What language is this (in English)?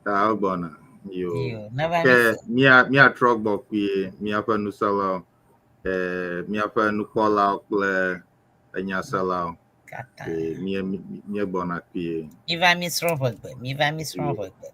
Ewe